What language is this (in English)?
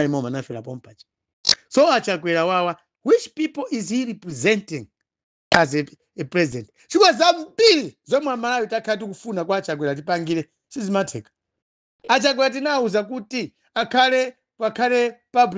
Nyanja